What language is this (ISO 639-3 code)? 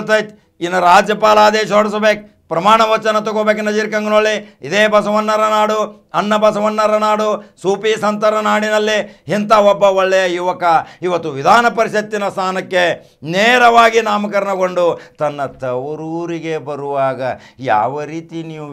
kan